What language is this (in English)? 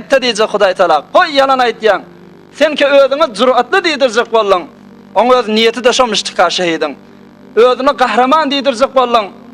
Turkmen